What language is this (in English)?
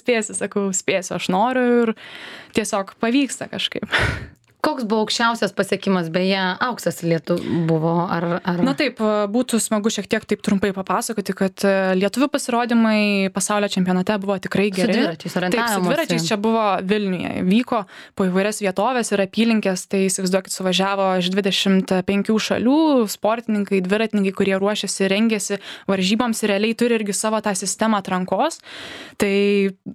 Lithuanian